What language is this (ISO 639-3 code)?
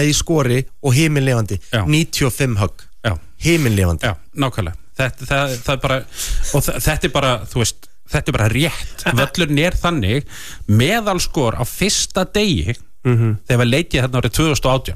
isl